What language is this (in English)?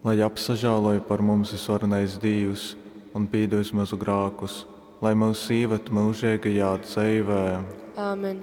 Latgalian